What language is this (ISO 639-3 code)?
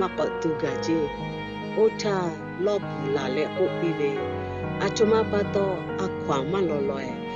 lhu